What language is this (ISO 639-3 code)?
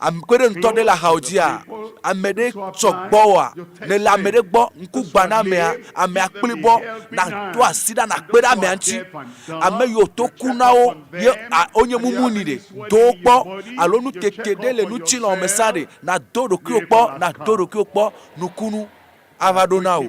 ewe